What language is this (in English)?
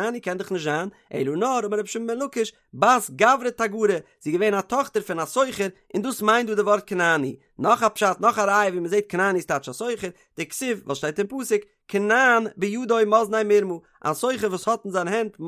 Yiddish